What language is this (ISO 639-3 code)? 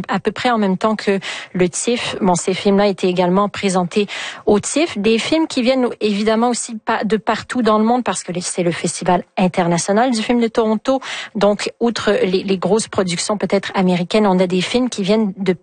fra